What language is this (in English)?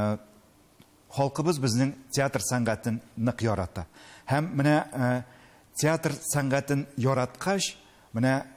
Tatar